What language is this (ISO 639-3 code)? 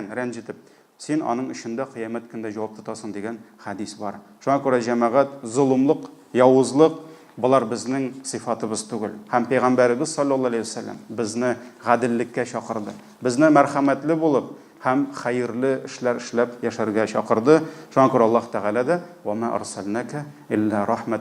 tat